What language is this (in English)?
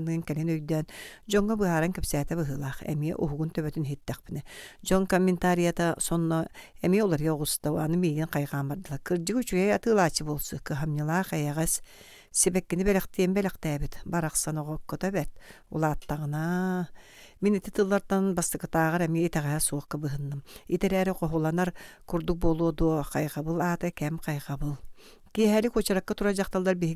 Yakut